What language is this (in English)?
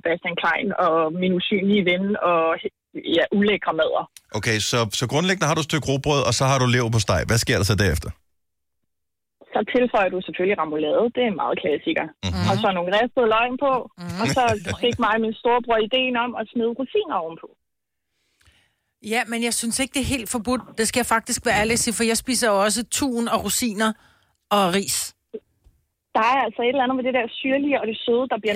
Danish